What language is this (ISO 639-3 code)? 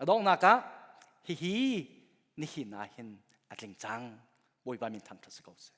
cnh